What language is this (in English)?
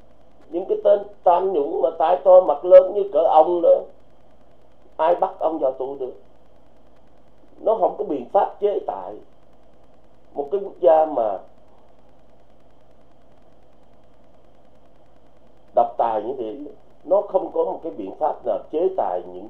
Vietnamese